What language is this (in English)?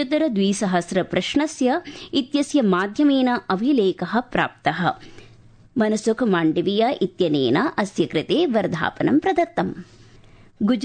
Sanskrit